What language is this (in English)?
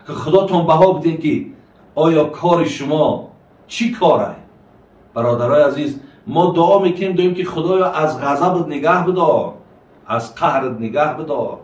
Tajik